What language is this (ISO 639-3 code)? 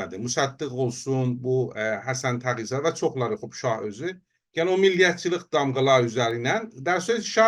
azb